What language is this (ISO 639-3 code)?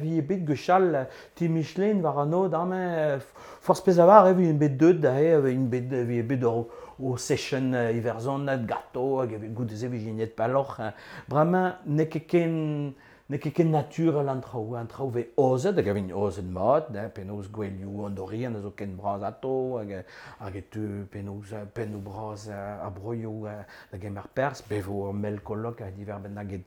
bre